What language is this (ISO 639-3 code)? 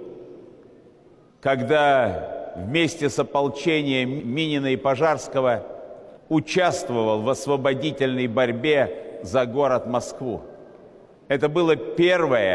rus